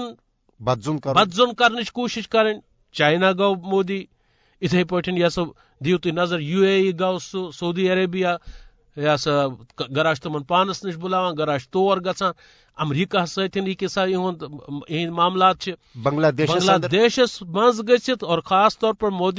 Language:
Kashmiri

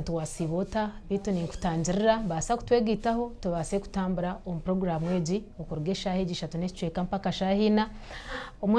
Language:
Nyankole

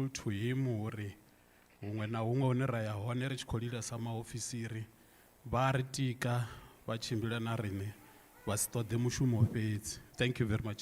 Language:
Venda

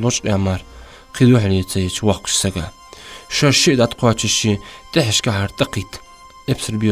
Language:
Ingush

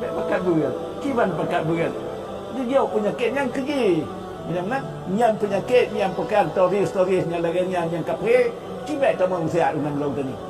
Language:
Achinese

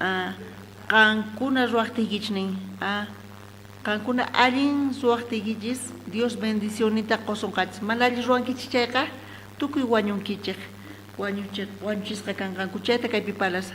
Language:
South Bolivian Quechua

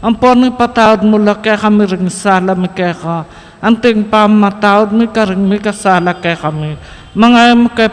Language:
Pampanga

